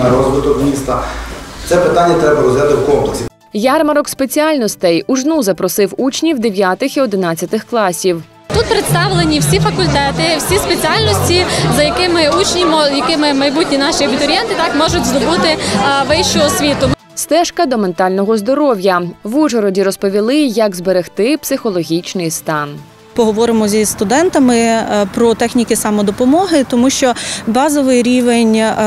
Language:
Ukrainian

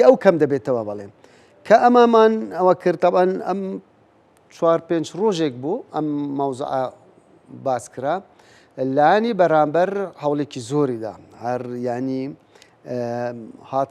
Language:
Central Kurdish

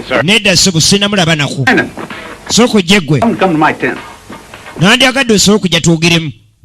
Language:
Ganda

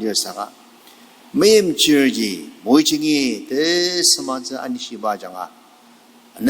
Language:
Ao Naga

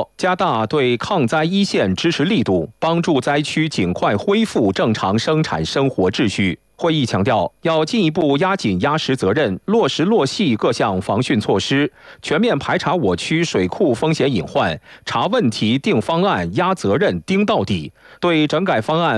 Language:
Chinese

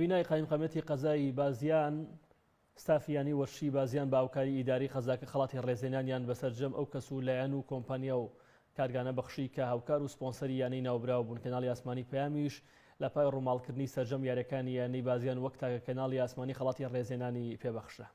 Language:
Central Kurdish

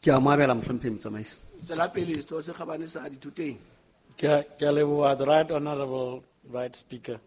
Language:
Southern Sotho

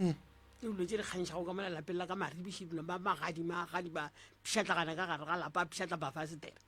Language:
Northern Sotho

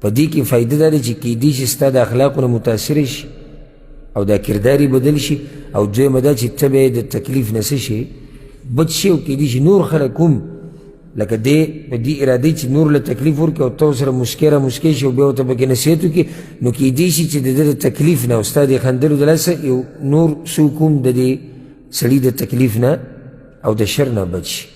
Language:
Pashto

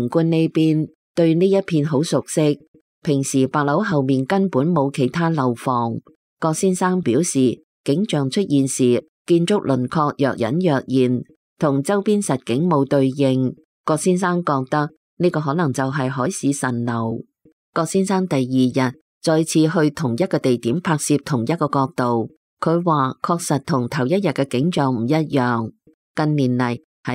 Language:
Cantonese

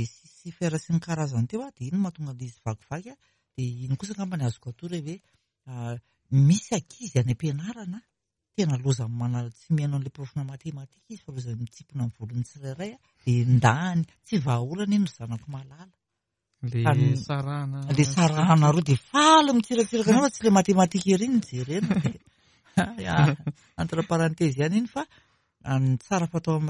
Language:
Malagasy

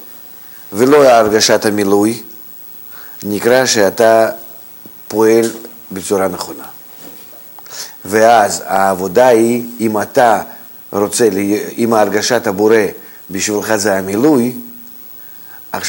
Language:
Hebrew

